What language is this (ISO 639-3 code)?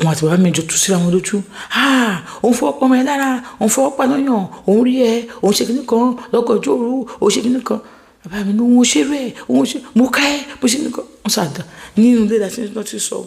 yor